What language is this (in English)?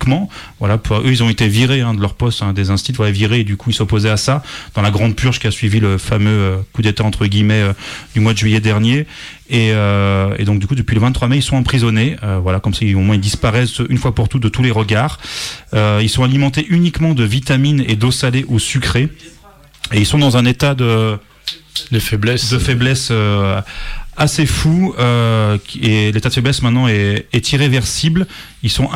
French